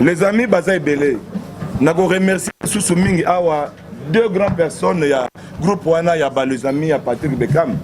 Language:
Lingala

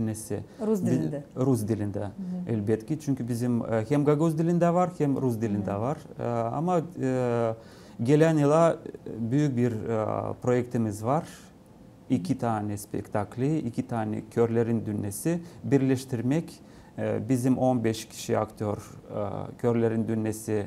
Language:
Gagauz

